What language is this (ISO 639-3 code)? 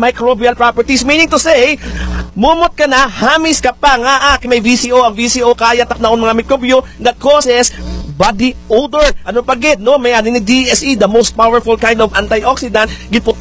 hil